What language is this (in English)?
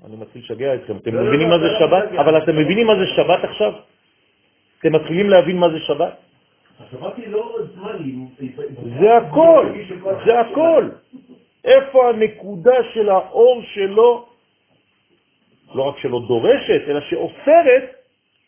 Hebrew